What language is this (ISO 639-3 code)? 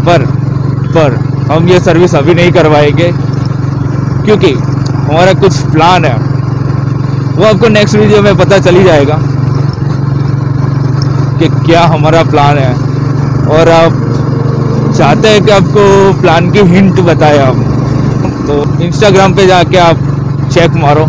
hin